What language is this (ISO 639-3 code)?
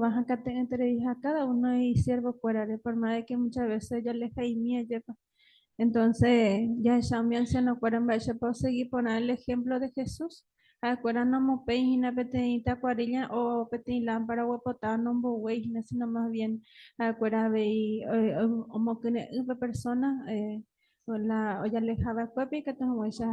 grn